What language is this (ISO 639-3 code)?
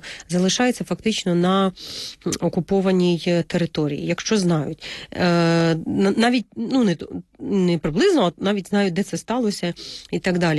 ukr